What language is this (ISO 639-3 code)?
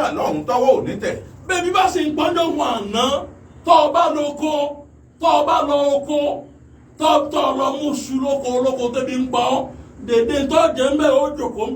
yor